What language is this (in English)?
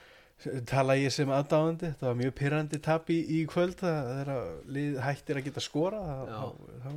Icelandic